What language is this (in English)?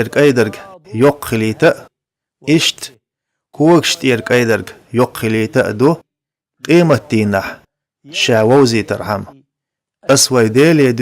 Chechen